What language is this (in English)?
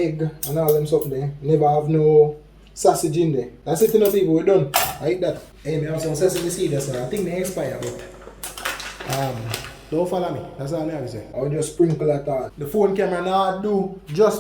Jamaican Creole English